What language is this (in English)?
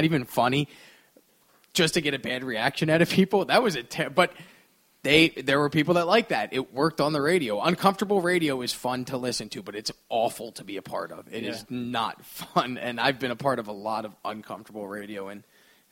English